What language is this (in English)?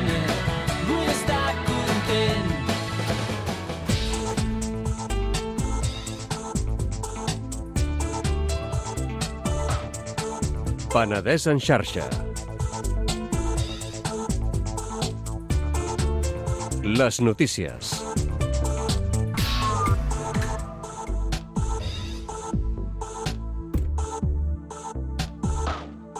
Catalan